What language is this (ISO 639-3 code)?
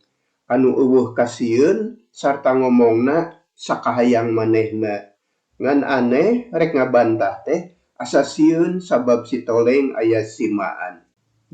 sun